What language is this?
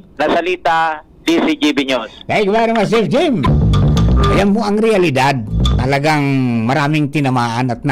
Bikol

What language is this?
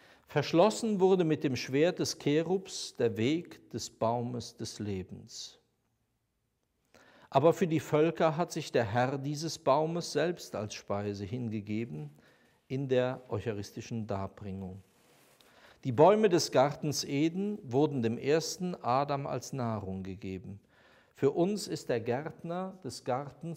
German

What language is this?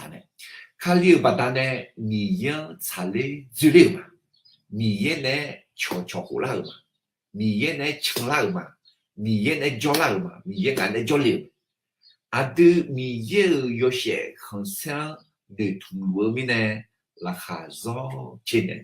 Akha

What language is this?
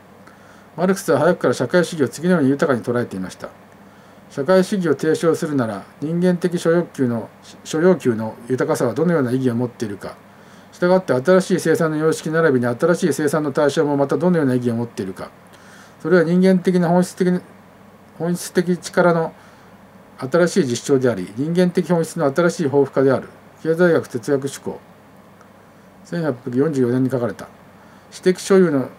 Japanese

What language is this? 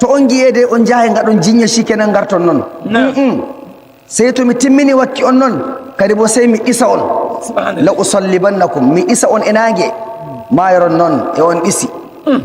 Nigerian Fulfulde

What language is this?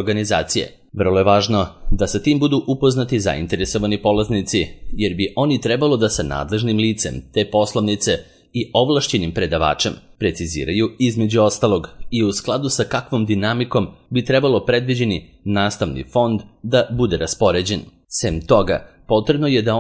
Serbian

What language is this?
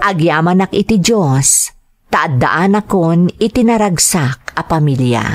Iloko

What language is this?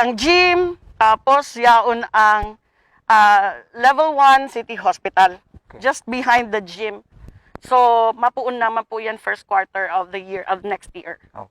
Bikol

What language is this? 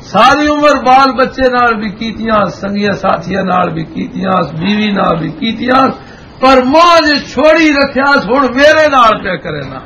Western Panjabi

